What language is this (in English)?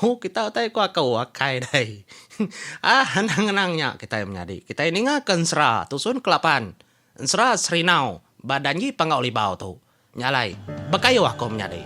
Iban